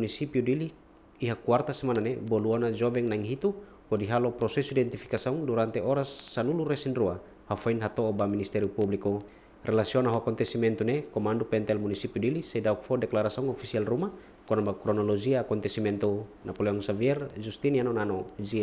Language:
Tetum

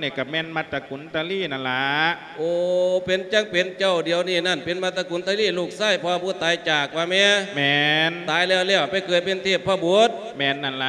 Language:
Lao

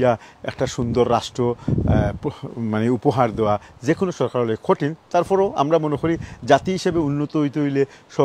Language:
Sylheti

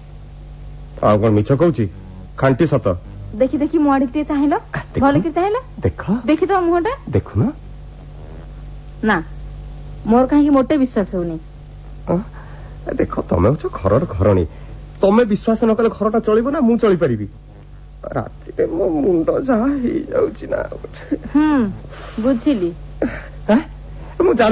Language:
Odia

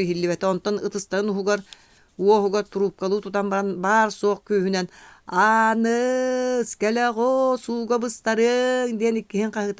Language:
Yakut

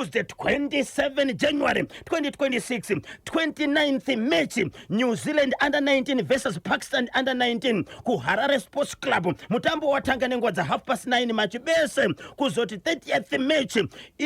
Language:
Shona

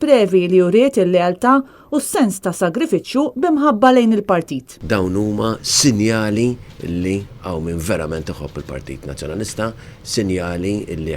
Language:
Maltese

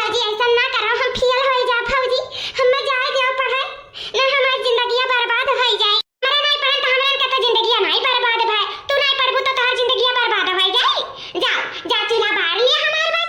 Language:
Awadhi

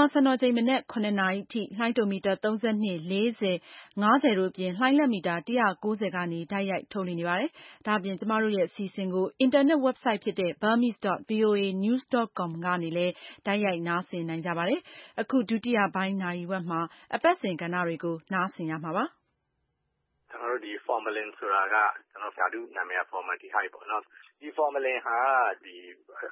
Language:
Burmese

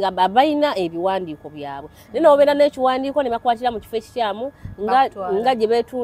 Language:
Ganda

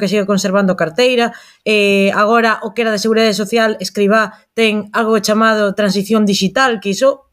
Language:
Galician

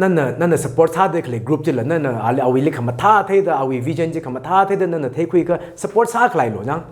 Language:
Tangkhul Naga (India)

